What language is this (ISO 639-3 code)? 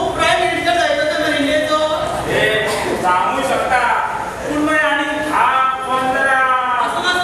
kok